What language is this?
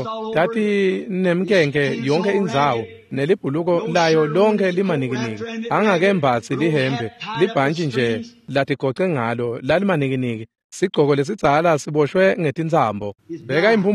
Swati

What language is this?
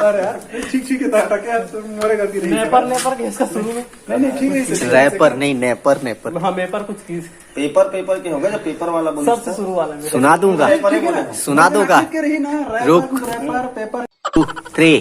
Chhattisgarhi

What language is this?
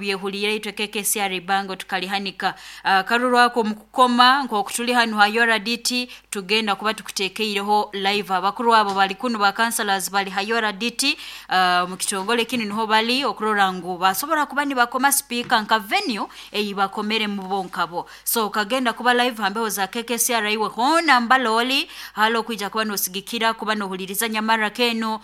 Nyoro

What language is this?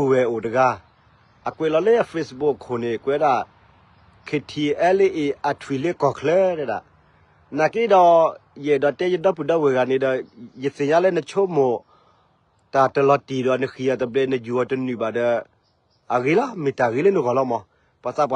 S'gaw Karen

